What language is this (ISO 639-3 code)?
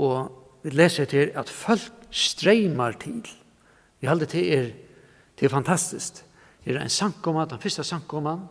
fao